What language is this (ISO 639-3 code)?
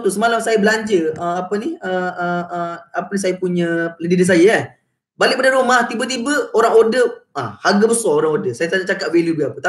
msa